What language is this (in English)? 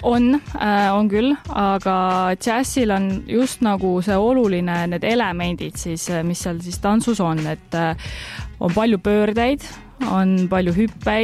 Estonian